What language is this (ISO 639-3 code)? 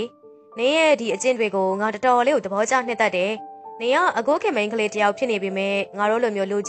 mya